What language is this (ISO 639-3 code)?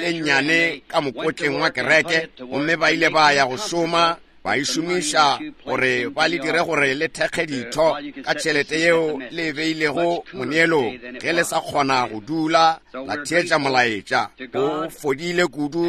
nso